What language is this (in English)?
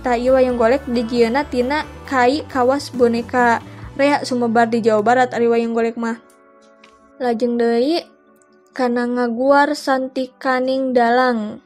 Sundanese